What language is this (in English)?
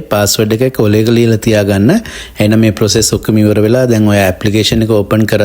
Sinhala